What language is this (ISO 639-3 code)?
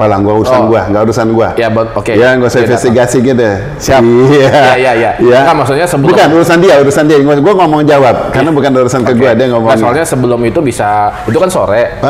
ind